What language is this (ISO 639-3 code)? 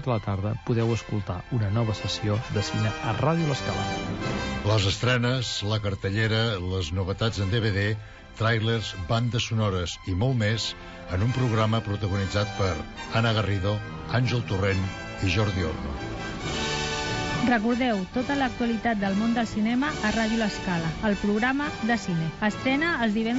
cat